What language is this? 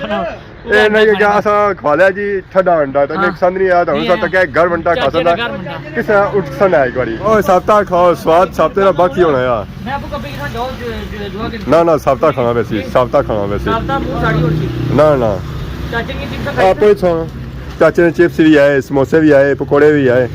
Pahari-Potwari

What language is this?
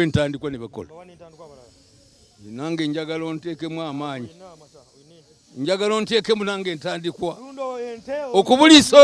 Ganda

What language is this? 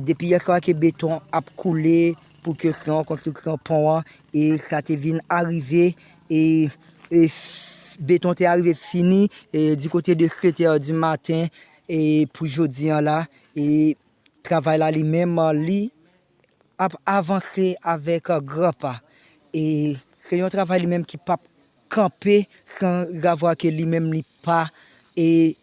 Haitian Creole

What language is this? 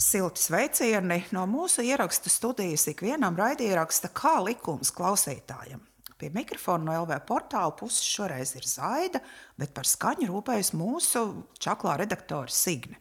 Latvian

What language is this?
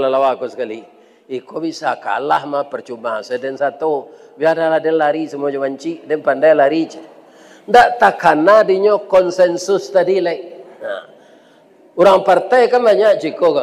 Minangkabau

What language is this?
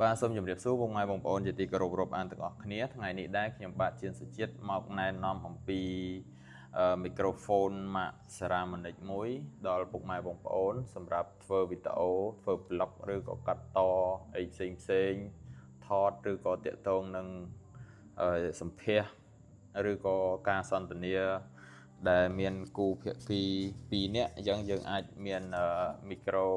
Khmer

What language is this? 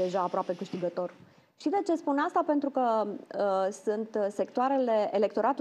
Romanian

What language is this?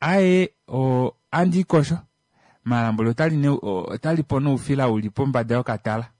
Kuanyama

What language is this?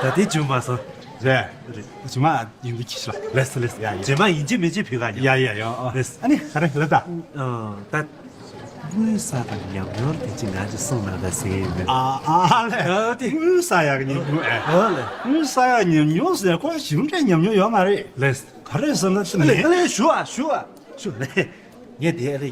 Tibetan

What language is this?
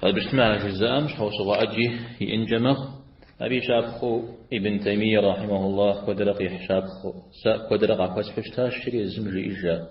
Kabardian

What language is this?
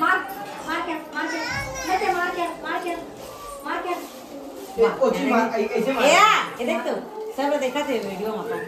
Chhattisgarhi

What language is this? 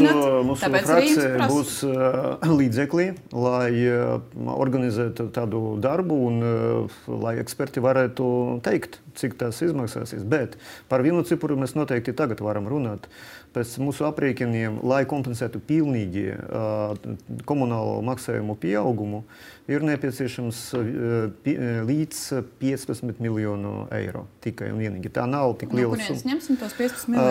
Latvian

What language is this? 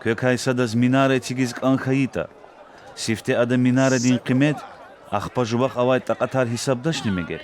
Lezghian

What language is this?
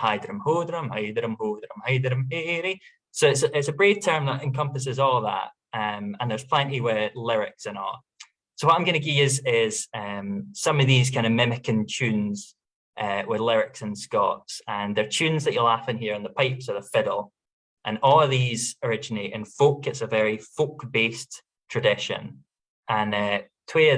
Scots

